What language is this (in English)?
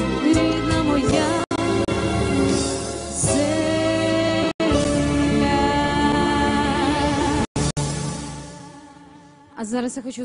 Ukrainian